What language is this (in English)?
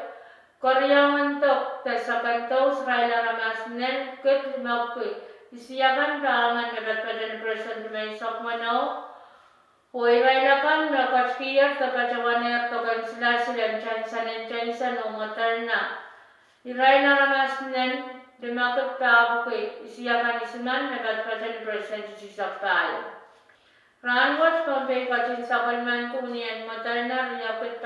Pohnpeian